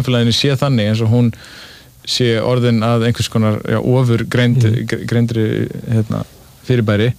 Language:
Icelandic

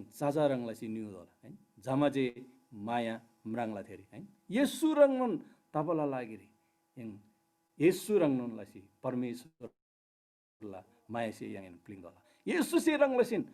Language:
Eastern Tamang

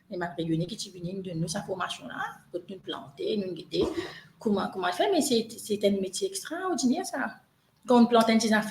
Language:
Morisyen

